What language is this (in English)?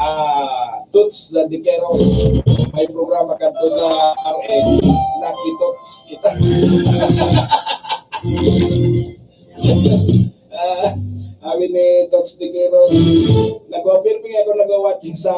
Bikol